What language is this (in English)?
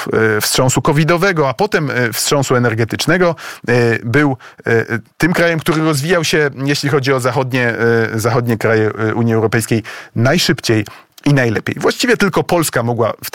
Polish